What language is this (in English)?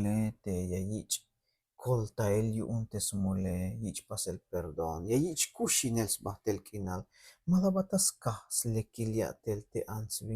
Tzeltal